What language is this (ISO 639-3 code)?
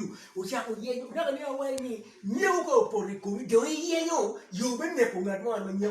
ach